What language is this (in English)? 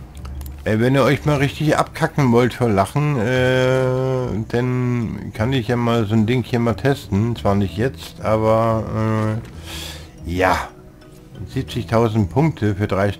German